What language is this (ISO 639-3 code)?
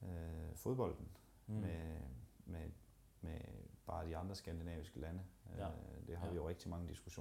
dan